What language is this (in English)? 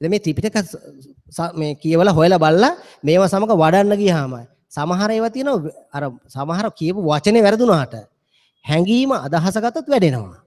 Sinhala